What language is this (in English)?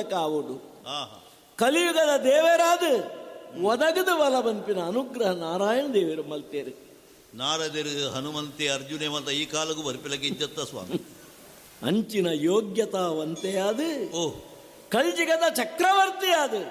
Tulu